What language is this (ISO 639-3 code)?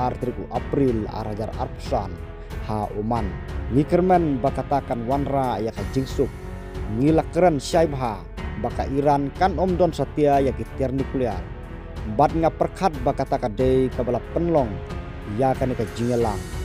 kha